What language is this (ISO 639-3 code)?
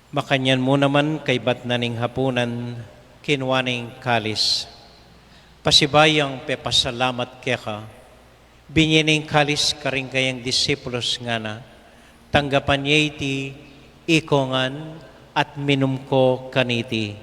pam